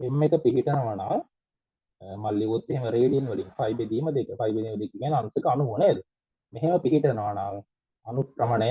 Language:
Sinhala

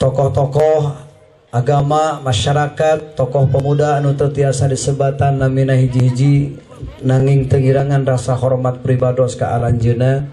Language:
Sundanese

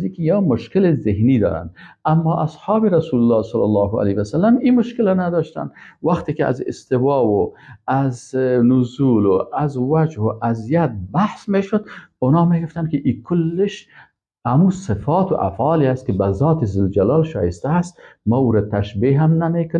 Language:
Persian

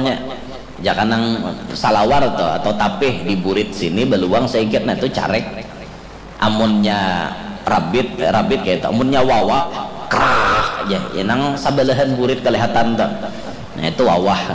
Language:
Banjar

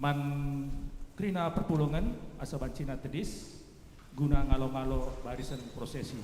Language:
Batak Karo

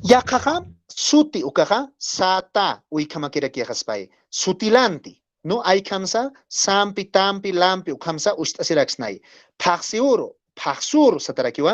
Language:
Aymara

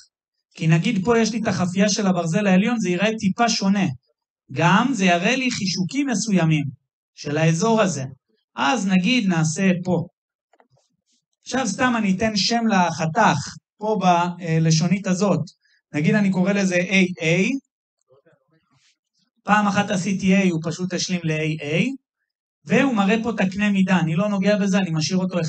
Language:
Hebrew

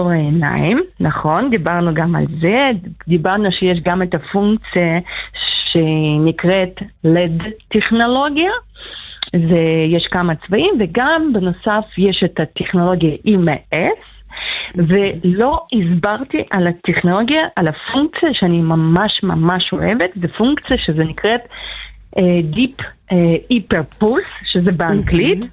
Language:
Hebrew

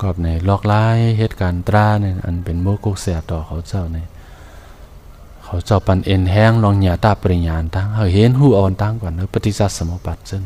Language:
Shan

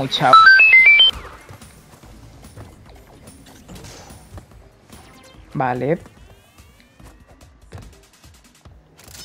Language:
Spanish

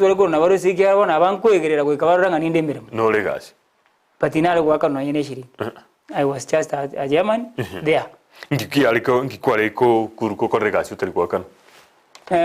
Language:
Gusii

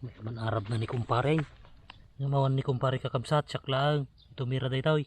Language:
Iloko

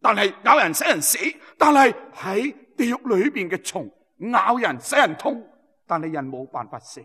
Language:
Cantonese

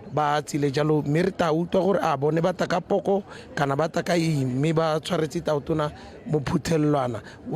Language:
Tswana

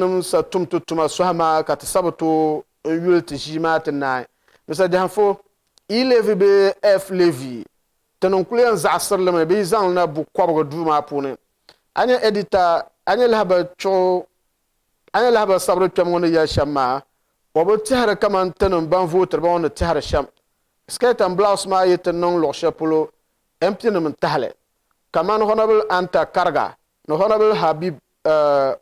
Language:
Dagbani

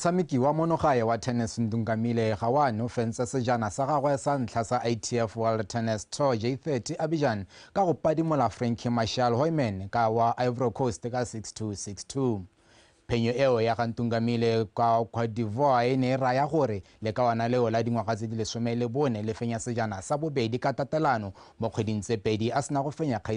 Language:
Tswana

